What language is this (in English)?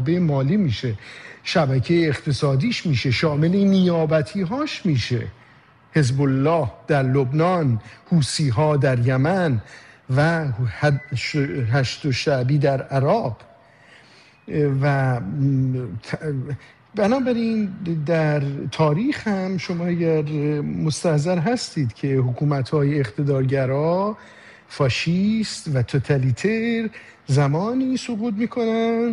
Persian